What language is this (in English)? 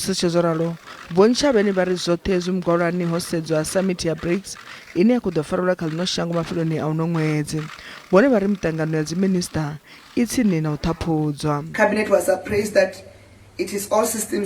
Venda